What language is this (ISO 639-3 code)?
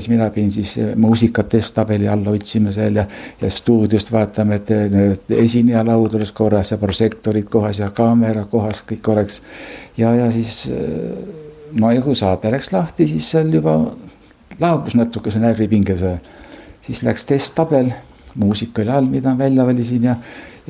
est